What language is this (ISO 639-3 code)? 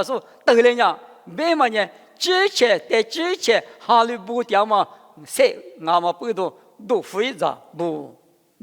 lis